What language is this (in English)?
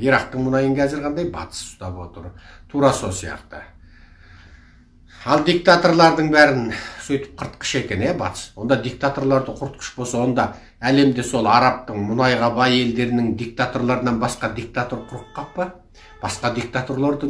Kazakh